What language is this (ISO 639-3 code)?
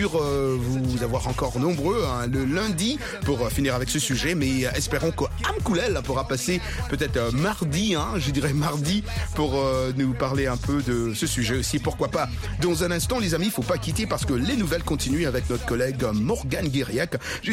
fra